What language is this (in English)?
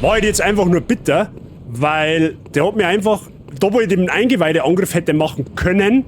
Bavarian